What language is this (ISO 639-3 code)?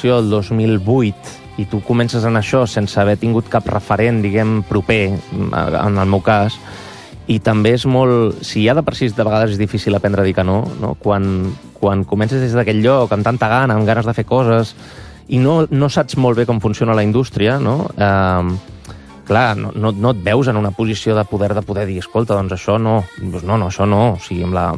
cat